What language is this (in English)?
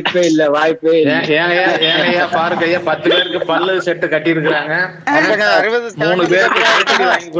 Tamil